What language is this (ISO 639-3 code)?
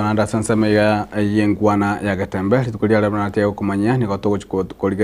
guz